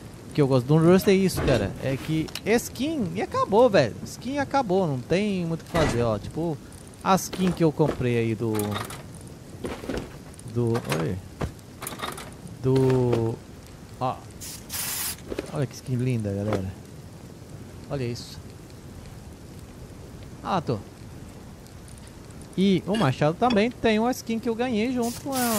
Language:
Portuguese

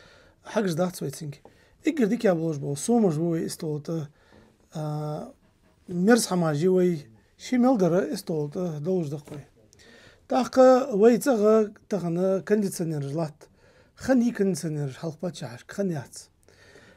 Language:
Ingush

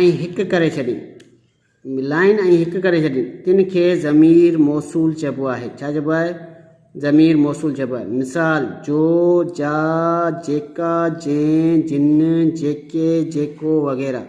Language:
Sindhi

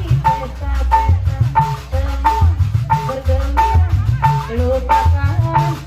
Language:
Betawi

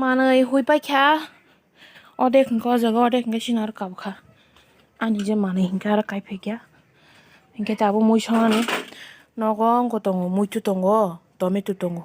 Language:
Kok Borok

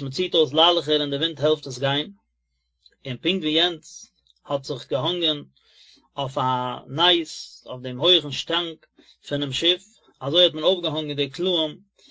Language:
Yiddish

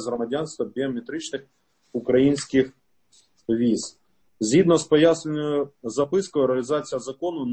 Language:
Ukrainian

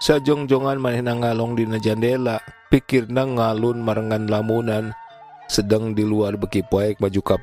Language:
Sundanese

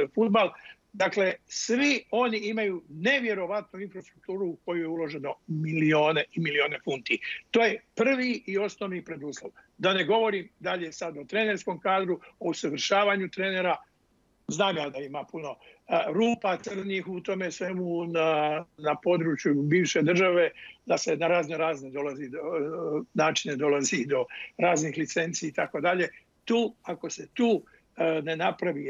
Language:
Bosnian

